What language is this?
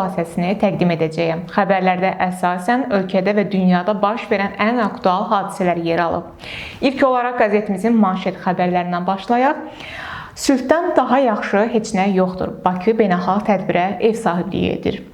Azerbaijani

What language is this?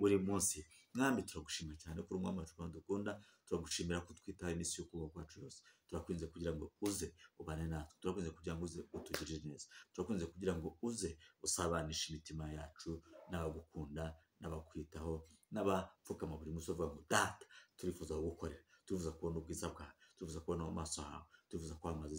Kinyarwanda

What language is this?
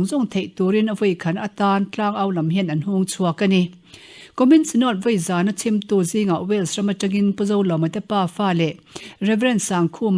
Mizo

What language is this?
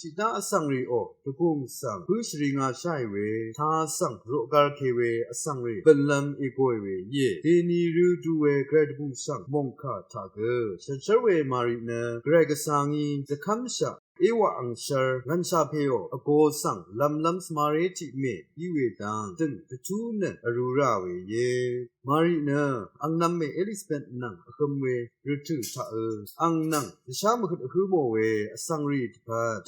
Rawang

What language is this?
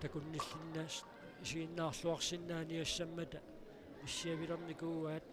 Kalaallisut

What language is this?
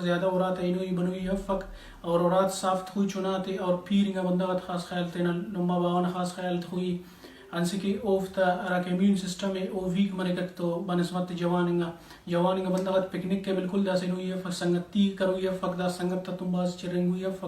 Brahui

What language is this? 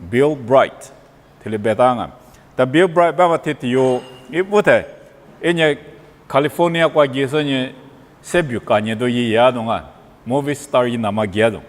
Lisu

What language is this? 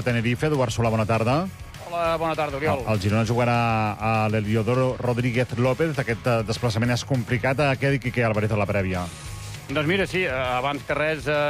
Catalan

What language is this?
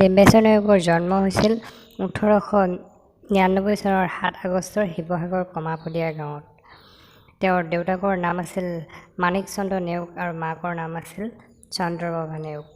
Assamese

